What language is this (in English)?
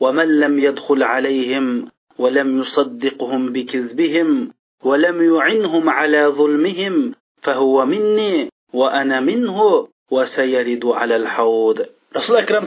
Uyghur